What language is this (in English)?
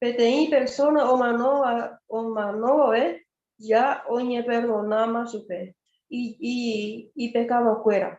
Guarani